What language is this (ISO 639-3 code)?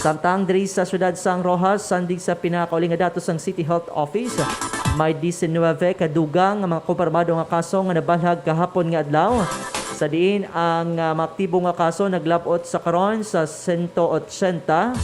hil